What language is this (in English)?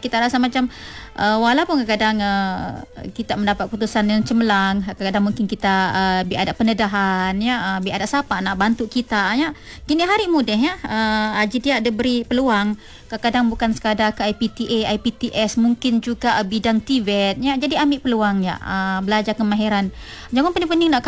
Malay